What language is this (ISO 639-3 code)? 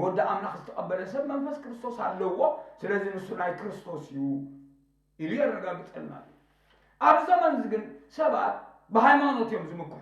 tir